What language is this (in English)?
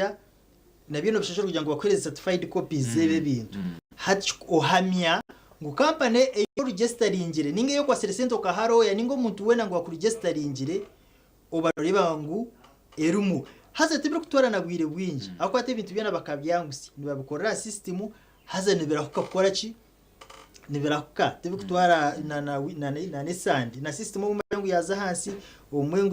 Nyankole